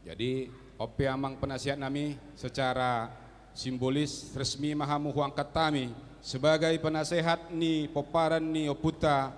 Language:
Batak Toba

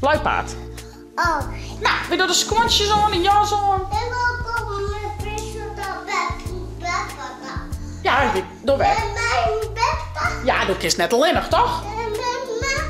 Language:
Western Frisian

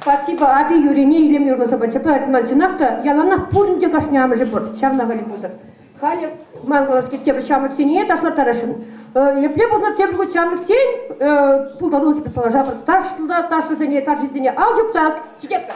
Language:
Chuvash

